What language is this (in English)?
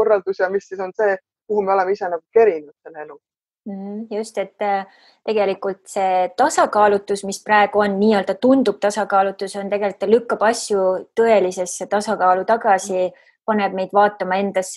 Estonian